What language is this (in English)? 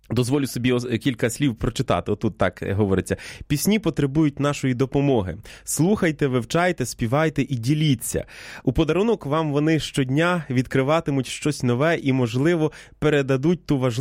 Ukrainian